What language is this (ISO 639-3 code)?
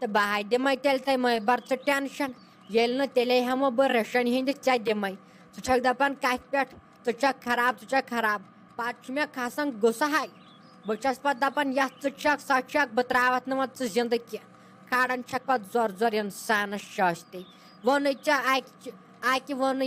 kas